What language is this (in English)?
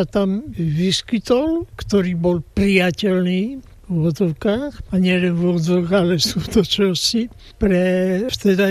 Slovak